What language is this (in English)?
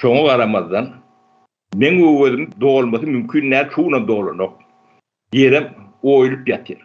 Turkmen